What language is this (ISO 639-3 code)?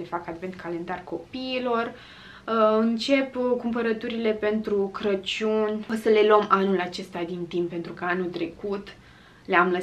ron